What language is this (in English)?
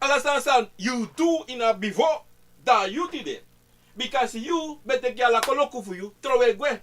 Sranan Tongo